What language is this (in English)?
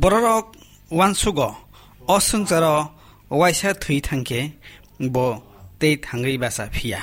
Kok Borok